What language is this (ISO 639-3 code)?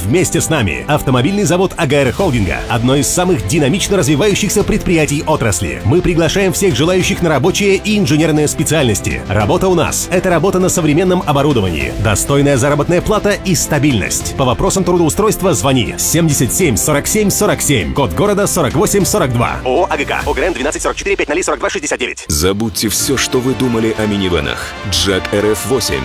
rus